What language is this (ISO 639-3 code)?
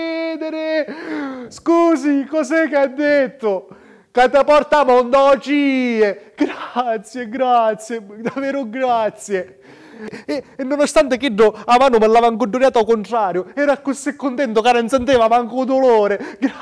scn